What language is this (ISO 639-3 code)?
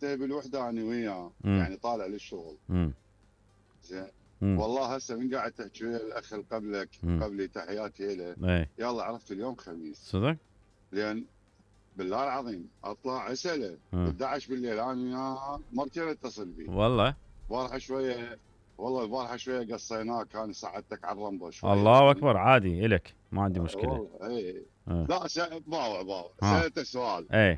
acm